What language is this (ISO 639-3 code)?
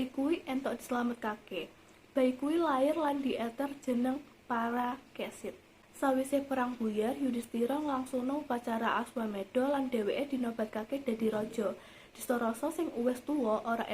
jav